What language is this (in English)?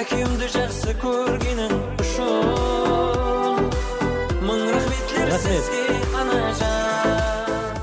Kara-Kalpak